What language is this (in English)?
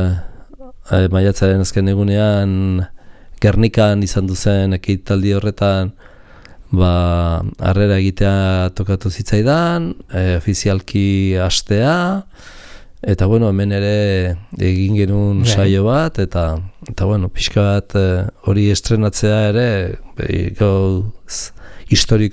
Basque